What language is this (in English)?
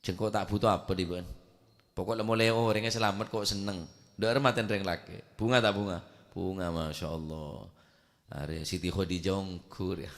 Madurese